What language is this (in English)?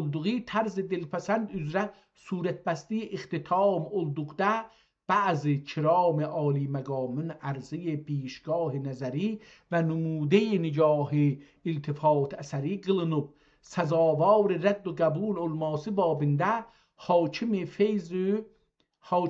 South Azerbaijani